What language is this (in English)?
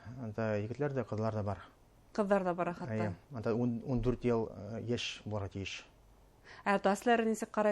Bashkir